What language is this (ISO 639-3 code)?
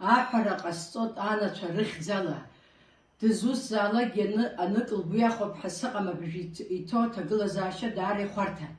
abk